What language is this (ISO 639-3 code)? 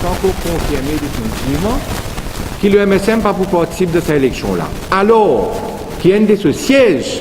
mfe